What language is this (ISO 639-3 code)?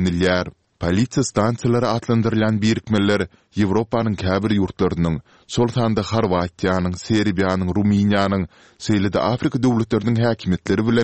tuk